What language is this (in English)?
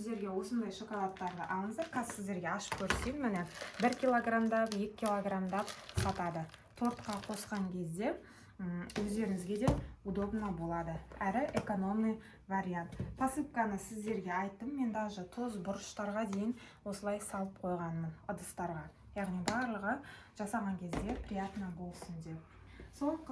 Kazakh